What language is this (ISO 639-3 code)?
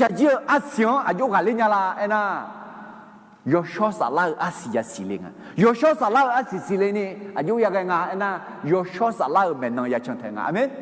ahk